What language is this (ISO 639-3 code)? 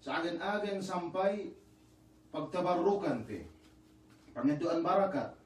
yka